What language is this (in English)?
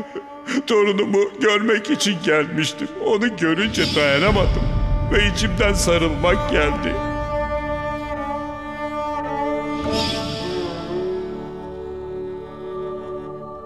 Turkish